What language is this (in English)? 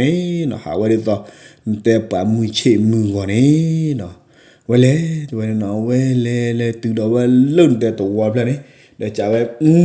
S'gaw Karen